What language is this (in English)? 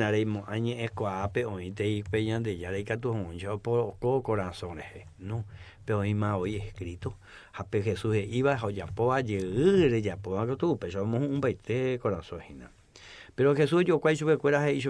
Guarani